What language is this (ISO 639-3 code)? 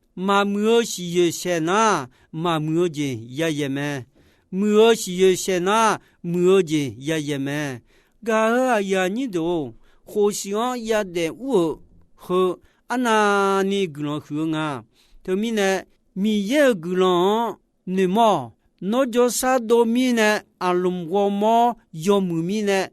ahk